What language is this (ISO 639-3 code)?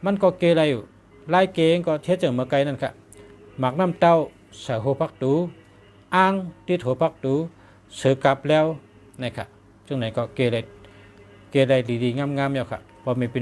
shn